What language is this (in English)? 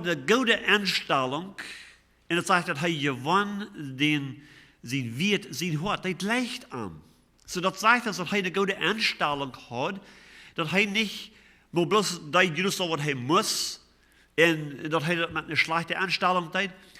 Plautdietsch